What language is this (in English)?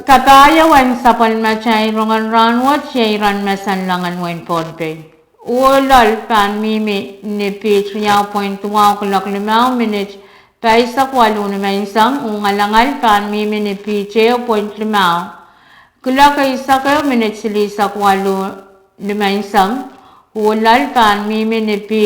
Pohnpeian